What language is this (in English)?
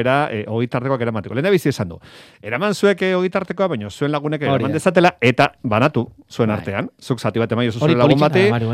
Basque